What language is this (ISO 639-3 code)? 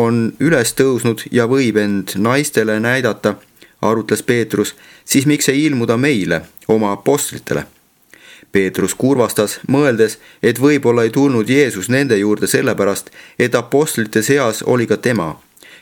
est